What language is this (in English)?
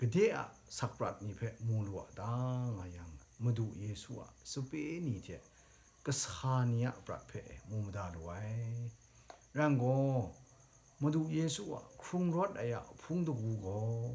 Kachin